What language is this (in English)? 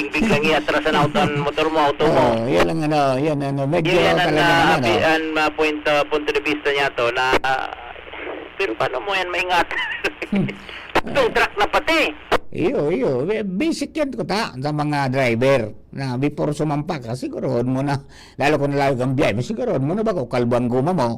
Bikol